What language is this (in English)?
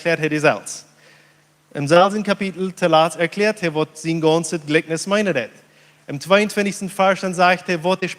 Plautdietsch